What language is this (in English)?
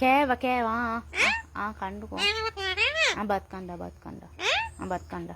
Sinhala